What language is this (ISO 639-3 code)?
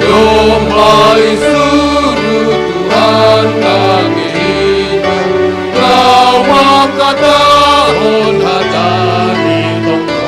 bts